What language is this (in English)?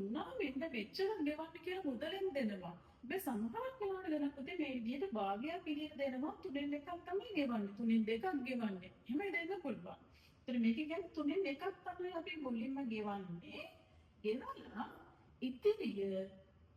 Sinhala